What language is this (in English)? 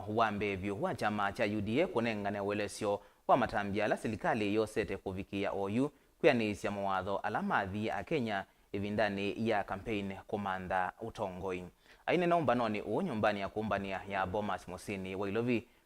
Kamba